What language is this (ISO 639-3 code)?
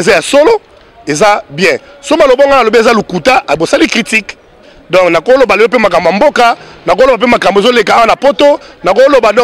lin